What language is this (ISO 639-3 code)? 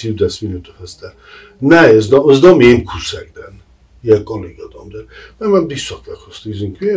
oss